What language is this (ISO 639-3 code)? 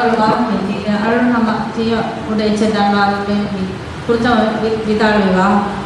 div